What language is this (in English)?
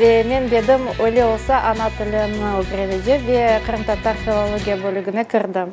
Crimean Tatar